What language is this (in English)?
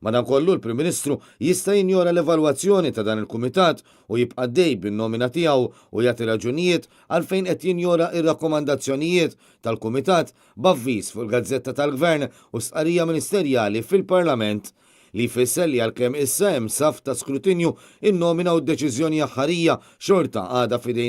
Maltese